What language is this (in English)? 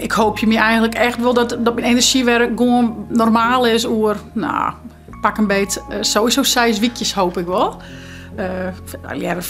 Western Frisian